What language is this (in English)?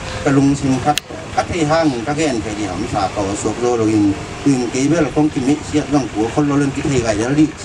Tedim Chin